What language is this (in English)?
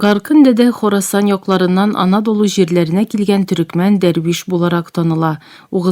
Tatar